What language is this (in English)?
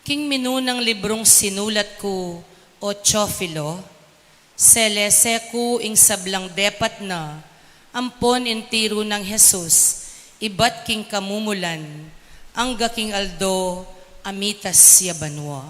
Pampanga